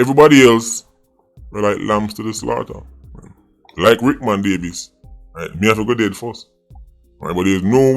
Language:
Jamaican Creole English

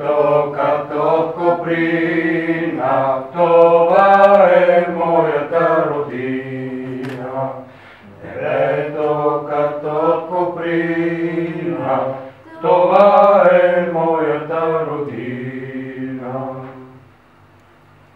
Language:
Bulgarian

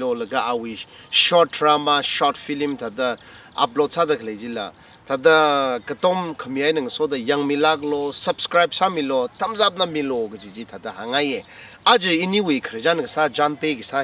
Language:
Tangkhul Naga (India)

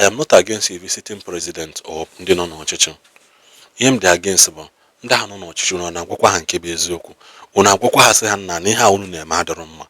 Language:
Igbo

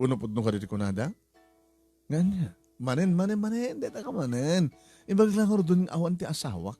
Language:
Iloko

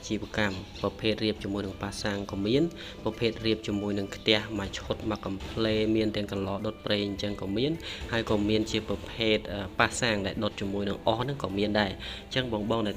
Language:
Khmer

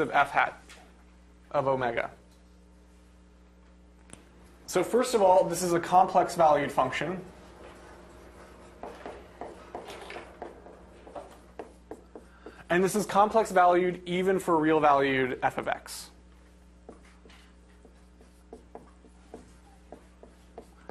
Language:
English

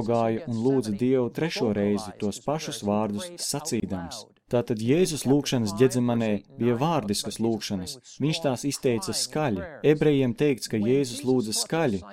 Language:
Latvian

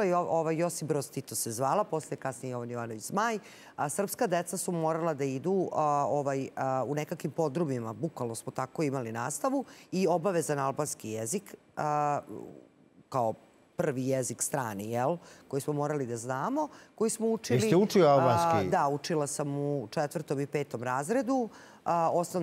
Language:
Serbian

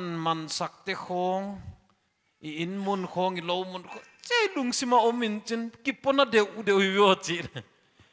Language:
Paite Chin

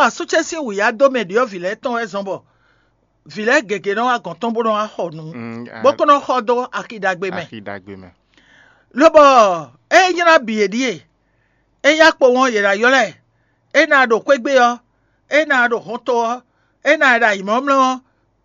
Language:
Fon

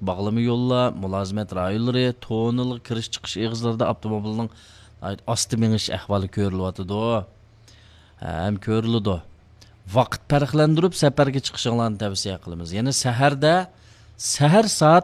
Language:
Uyghur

